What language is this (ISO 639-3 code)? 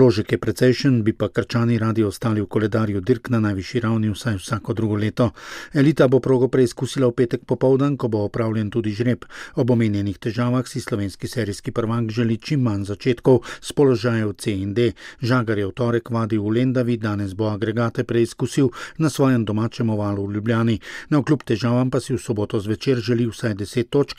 slv